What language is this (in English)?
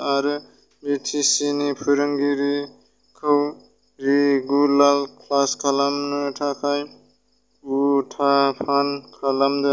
Bodo